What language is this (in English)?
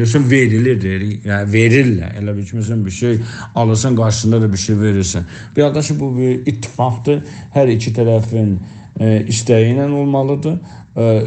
South Azerbaijani